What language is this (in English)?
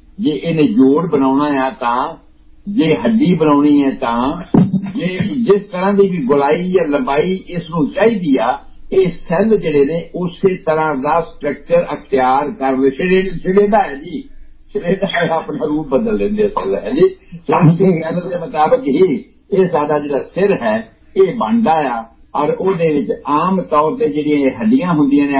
Punjabi